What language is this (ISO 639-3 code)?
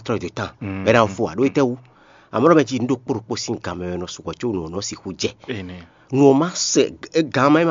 fon